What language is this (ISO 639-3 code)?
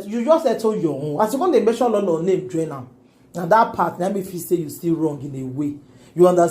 pcm